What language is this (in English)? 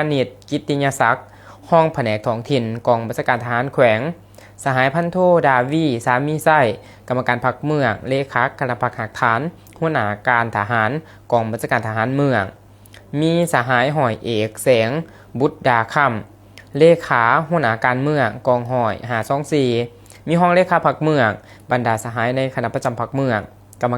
Lao